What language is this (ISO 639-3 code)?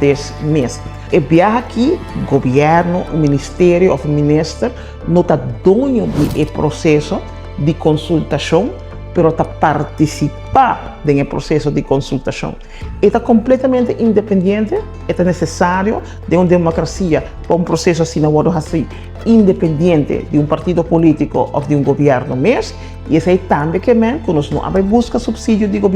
pap